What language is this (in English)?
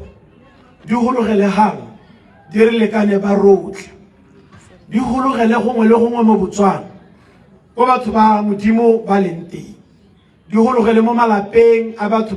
Tswana